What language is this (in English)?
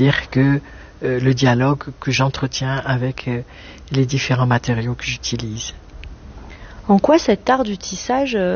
French